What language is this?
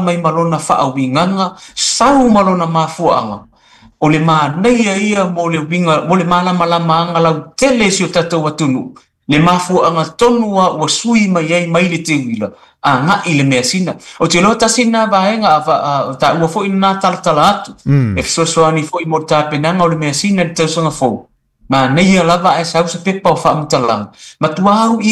Samoan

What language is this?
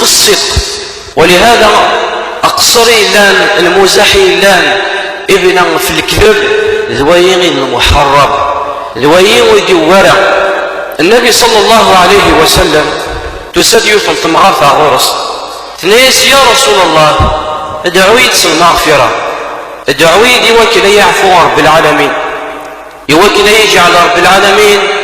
Kabyle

